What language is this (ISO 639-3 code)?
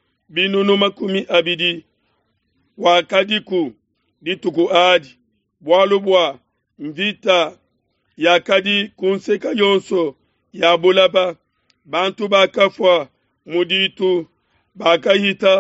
lua